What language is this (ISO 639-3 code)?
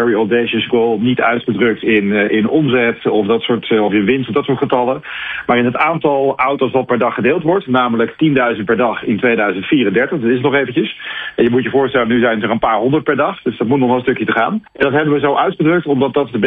nld